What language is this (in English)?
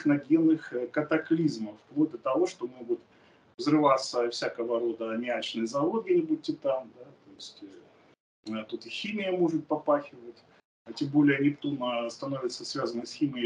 Russian